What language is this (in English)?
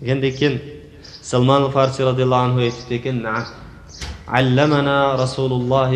Uyghur